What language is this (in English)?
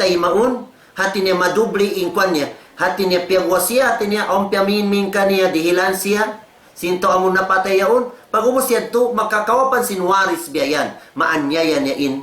Tausug